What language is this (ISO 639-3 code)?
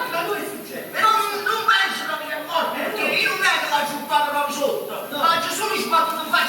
nap